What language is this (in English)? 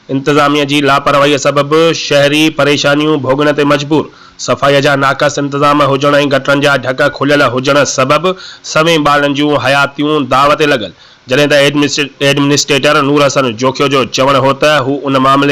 Sindhi